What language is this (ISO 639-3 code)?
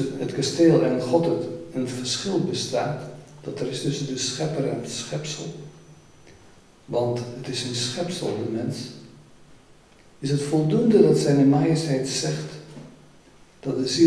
nld